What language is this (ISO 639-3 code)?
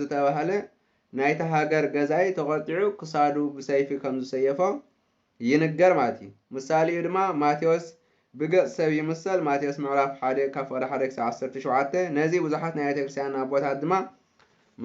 tir